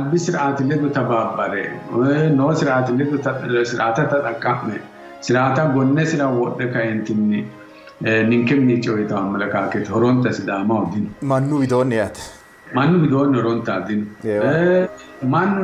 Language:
Sidamo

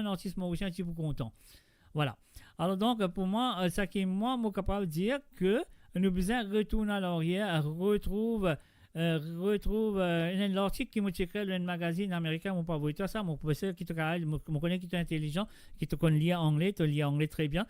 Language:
Morisyen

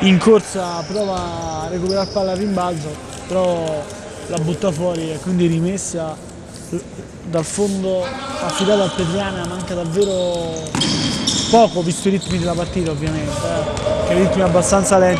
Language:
Italian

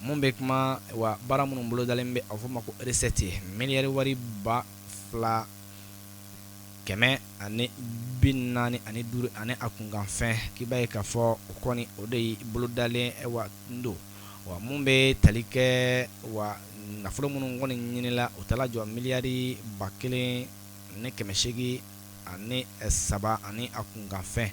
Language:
Bambara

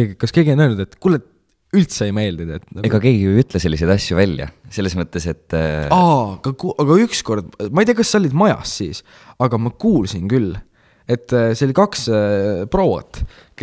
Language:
Estonian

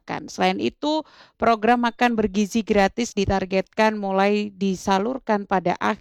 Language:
Indonesian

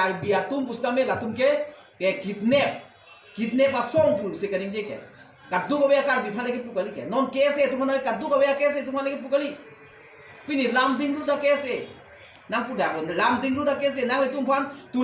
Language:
Karbi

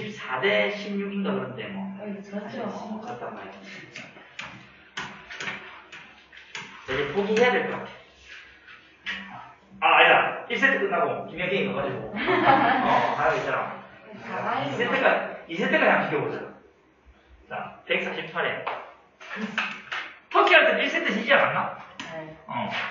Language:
Korean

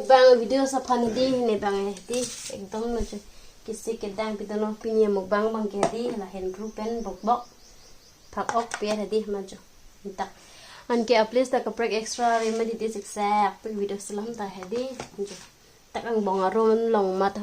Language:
Karbi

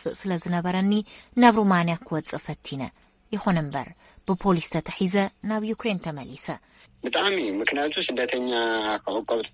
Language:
Tigrinya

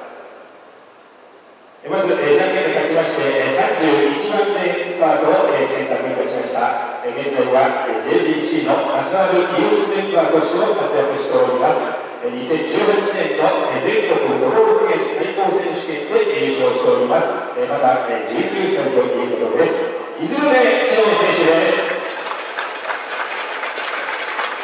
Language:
Japanese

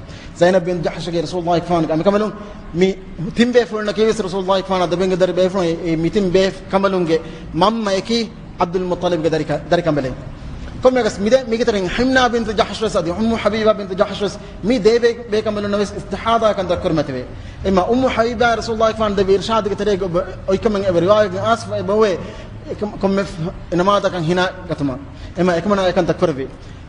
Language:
Divehi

